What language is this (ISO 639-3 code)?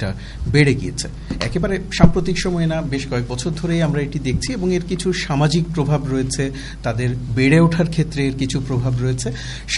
ben